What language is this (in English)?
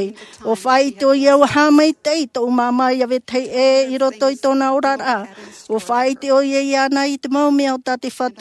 Tahitian